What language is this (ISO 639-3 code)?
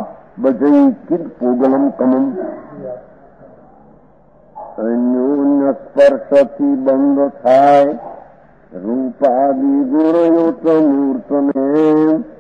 guj